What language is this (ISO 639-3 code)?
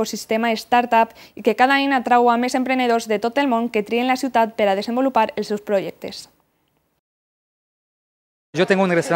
cat